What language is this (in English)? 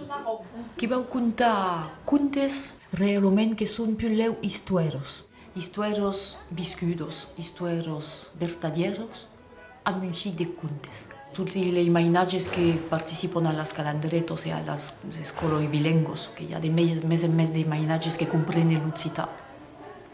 Occitan